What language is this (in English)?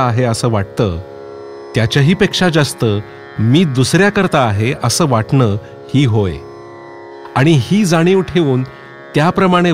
Marathi